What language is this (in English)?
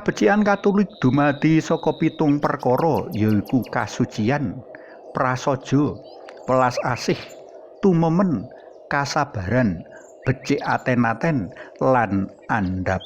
Javanese